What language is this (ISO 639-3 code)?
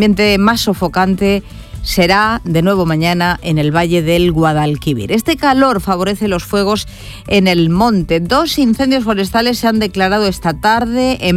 spa